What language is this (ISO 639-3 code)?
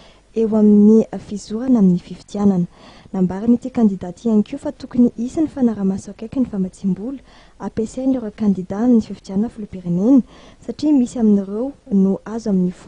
mlg